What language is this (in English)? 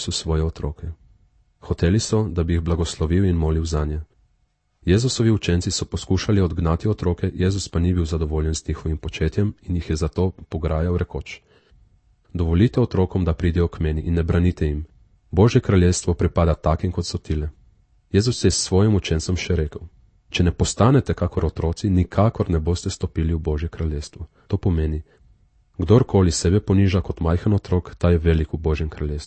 Slovenian